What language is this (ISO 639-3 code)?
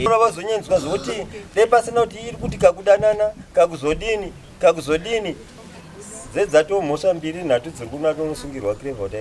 sna